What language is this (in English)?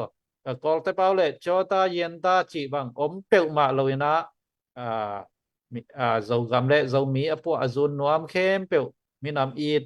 Tedim Chin